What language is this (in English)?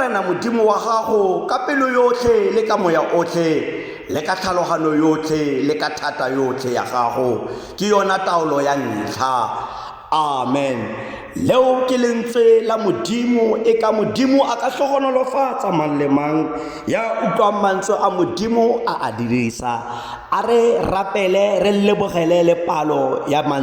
Tswana